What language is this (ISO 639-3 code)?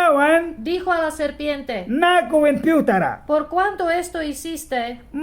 miq